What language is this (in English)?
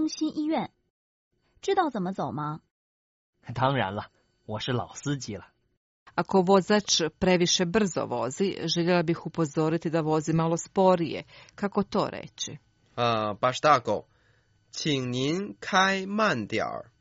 Croatian